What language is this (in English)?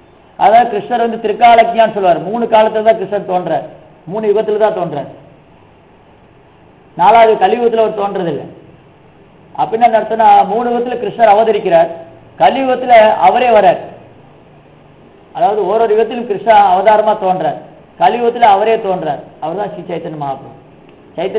Tamil